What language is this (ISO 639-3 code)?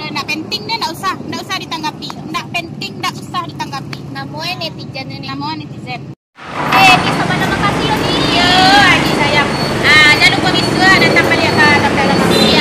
min